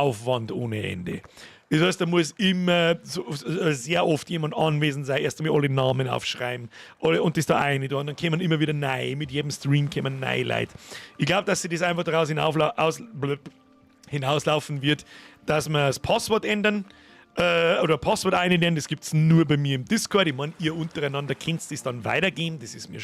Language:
Bavarian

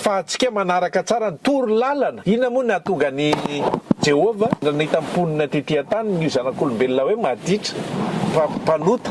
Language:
Malagasy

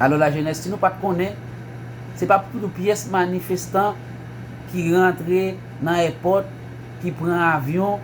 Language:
Haitian Creole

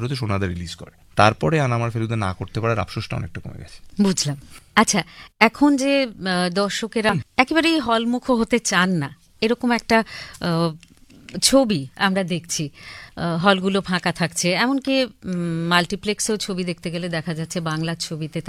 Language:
Bangla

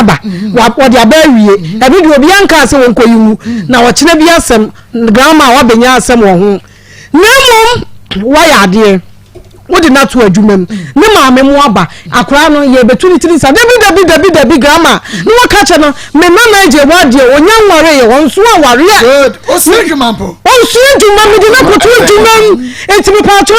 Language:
Akan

